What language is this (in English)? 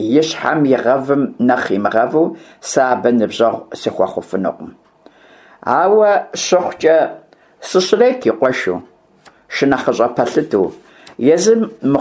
Kabardian